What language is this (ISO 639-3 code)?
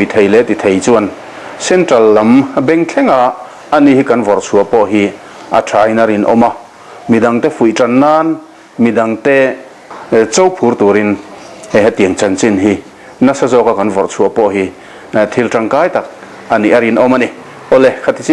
lus